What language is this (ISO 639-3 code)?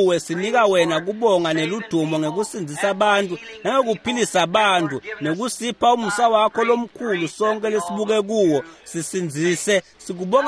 ssw